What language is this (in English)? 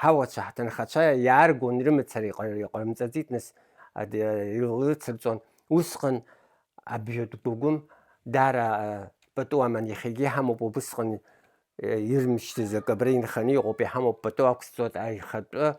Abkhazian